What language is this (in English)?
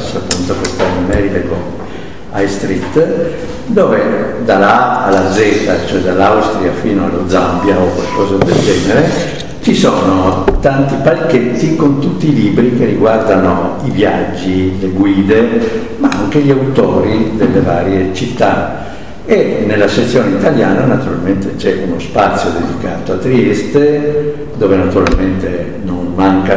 Italian